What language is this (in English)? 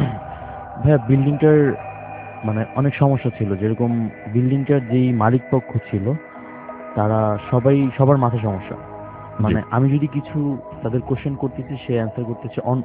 Bangla